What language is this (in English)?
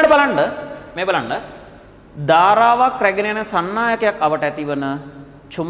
Sinhala